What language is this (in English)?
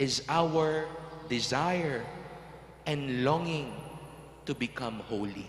Pampanga